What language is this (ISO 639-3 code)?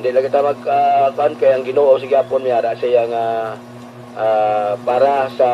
hil